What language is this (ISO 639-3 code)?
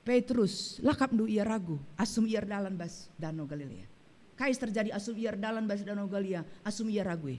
btx